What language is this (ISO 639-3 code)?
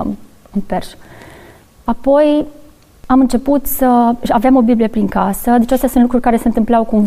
ron